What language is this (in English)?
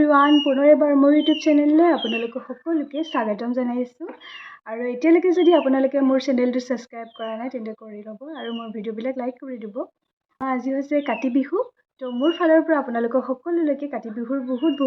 Assamese